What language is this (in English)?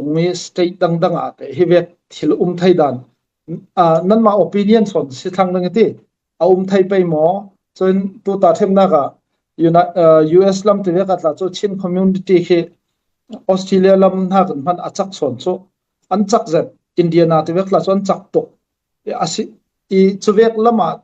Falam Chin